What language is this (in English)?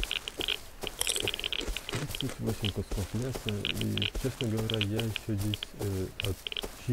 Russian